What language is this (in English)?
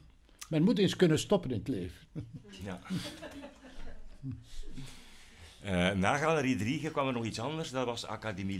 Dutch